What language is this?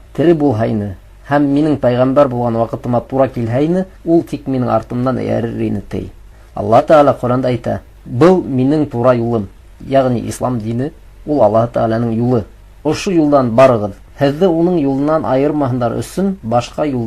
Bashkir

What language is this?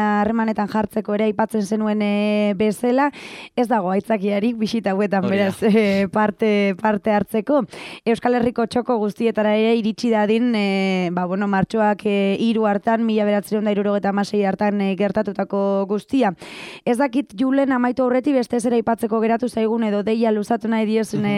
Basque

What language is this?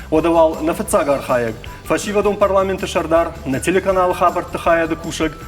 Ossetic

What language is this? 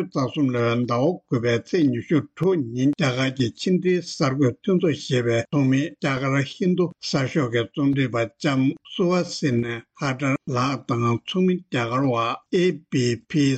Tibetan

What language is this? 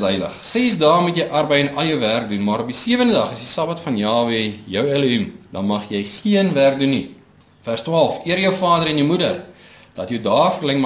Afrikaans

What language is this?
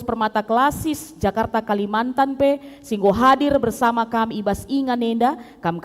Batak Karo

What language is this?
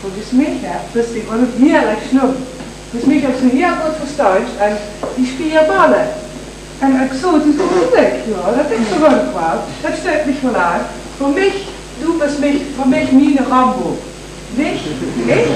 Limburgish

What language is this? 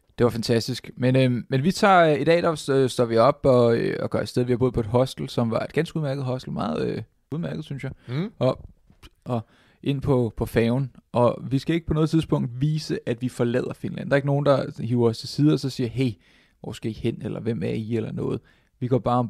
Danish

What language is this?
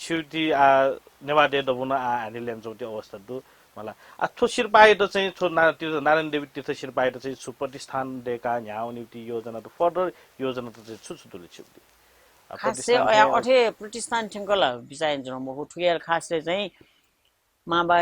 Newari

